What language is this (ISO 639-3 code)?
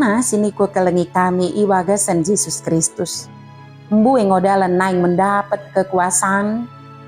btd